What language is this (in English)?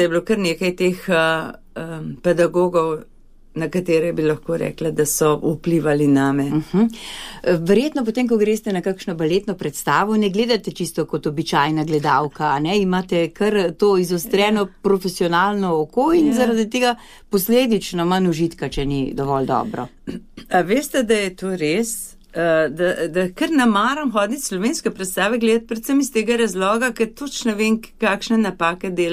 Slovenian